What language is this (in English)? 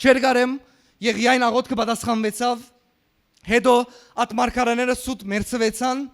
Western Armenian